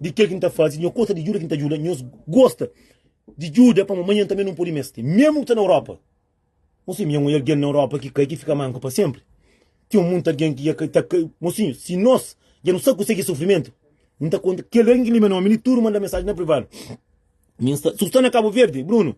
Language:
Kabuverdianu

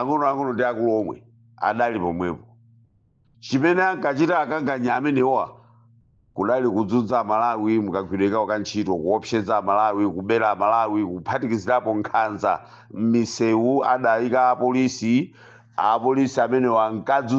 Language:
Nyanja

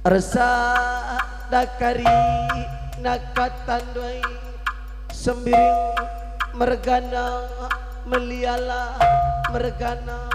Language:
Batak Karo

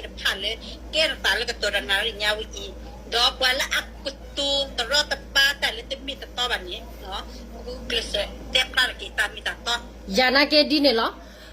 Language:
S'gaw Karen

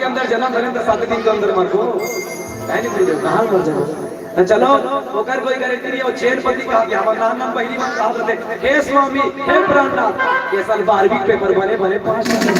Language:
Chhattisgarhi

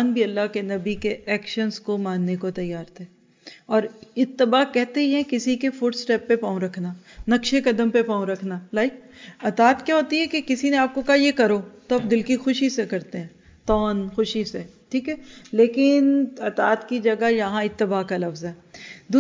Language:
Urdu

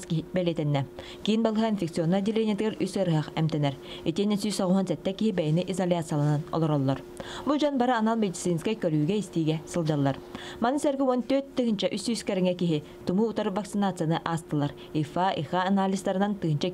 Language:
Yakut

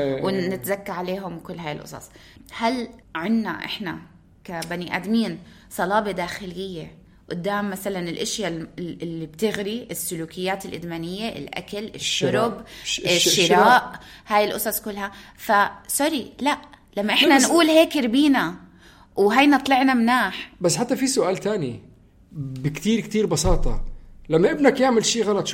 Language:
North Levantine Arabic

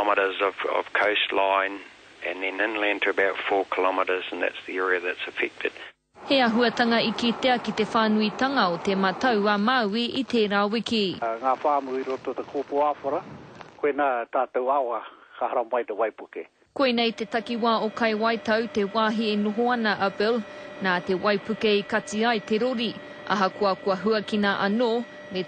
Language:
Māori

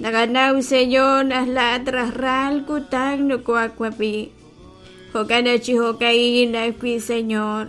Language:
Kekchí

